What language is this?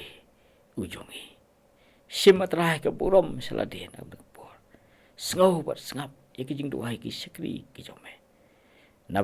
Khasi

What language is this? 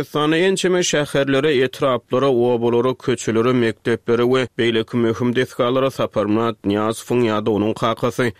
Turkmen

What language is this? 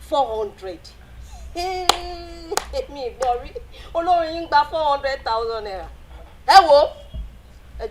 Yoruba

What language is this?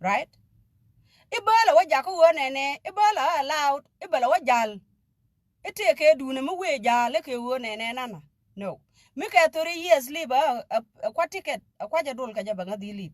Nuer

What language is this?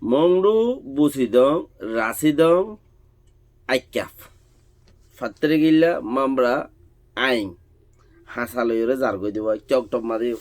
Rohingya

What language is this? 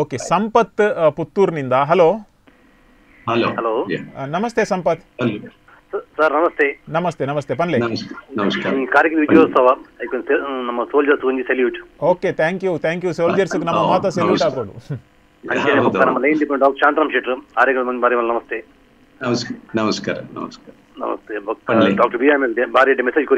Tulu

